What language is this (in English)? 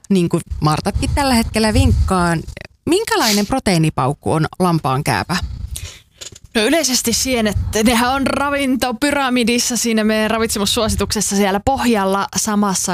Finnish